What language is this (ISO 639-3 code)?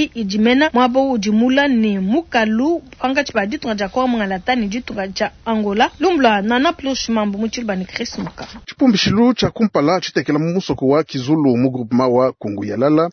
lua